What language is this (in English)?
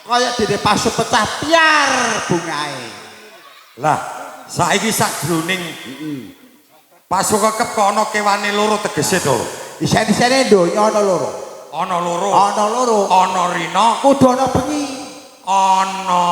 Javanese